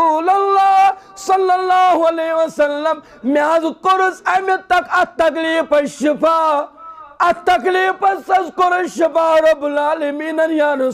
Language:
Kashmiri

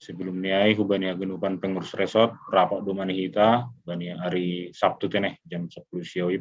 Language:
Batak Simalungun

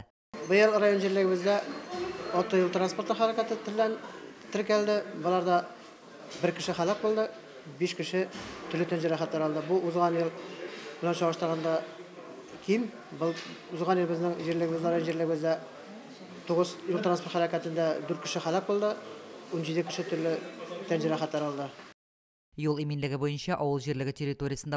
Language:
Tatar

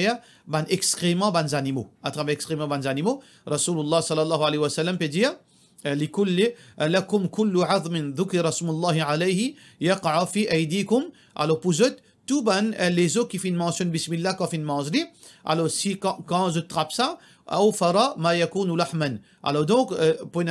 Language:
Morisyen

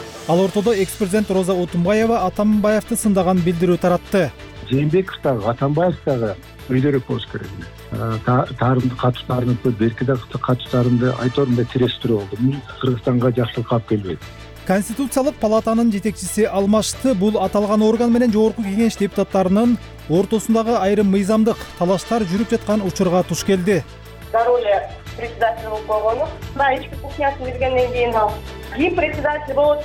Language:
Kyrgyz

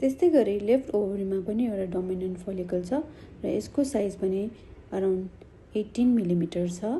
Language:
Nepali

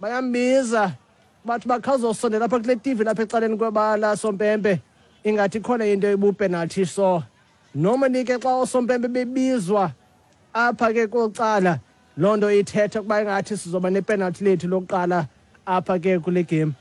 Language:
Xhosa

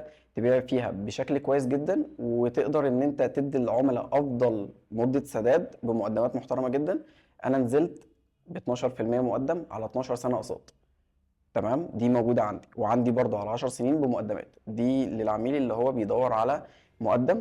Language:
Egyptian Arabic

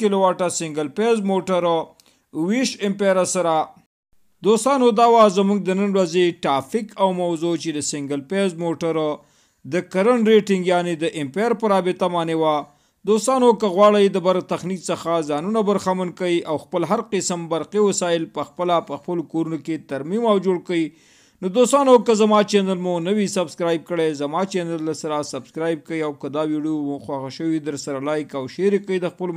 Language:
Pashto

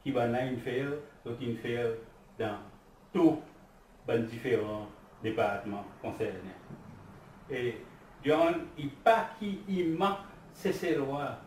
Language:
Seselwa Creole French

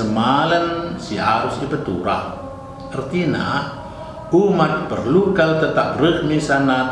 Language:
Batak Karo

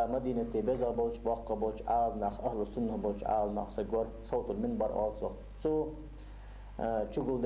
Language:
Ingush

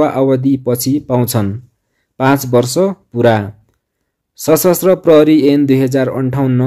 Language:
Nepali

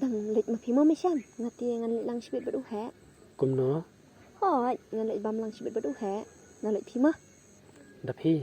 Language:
Khasi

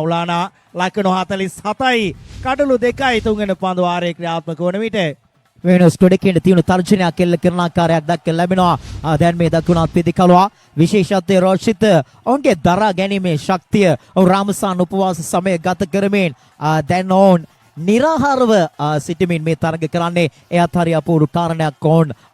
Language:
Sinhala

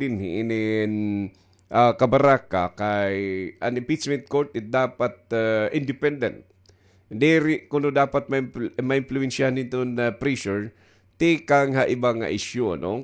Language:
Waray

